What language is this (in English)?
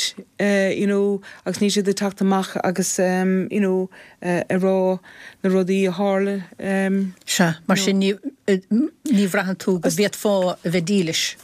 Irish